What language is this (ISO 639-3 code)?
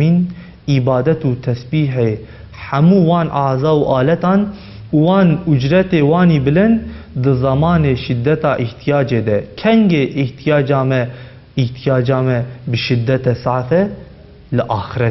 kur